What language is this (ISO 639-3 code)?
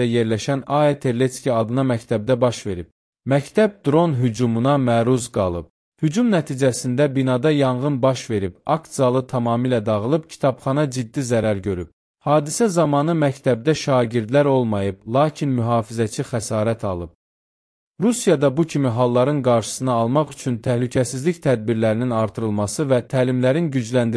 aze